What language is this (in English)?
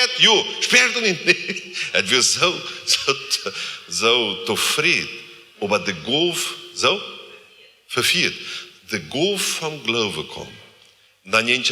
Plautdietsch